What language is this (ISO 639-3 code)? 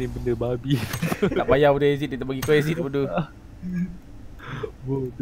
msa